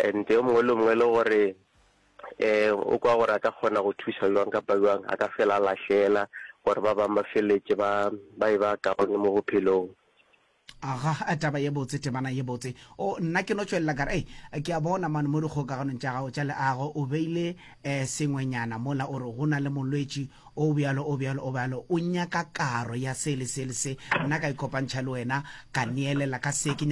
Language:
Northern Sotho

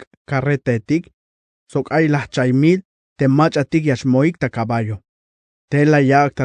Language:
Tzeltal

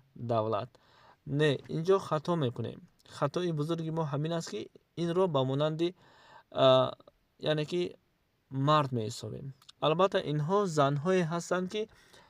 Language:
Tajik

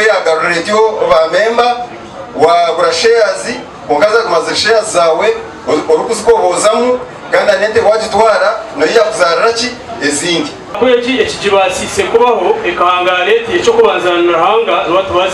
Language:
Nyankole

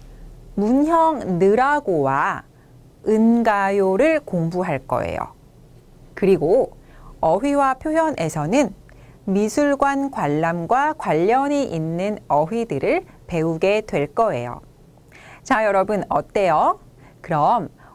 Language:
Korean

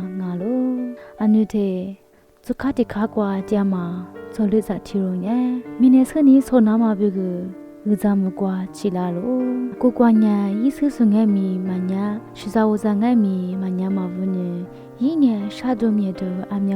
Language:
Lisu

